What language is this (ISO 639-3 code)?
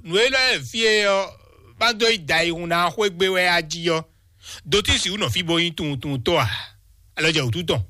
fon